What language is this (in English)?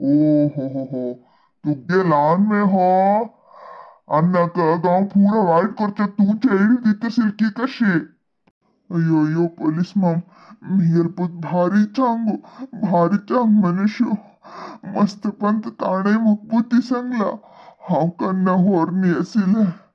Konkani